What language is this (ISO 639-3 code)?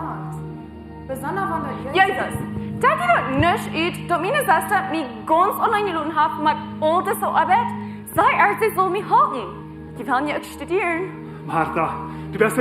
pdt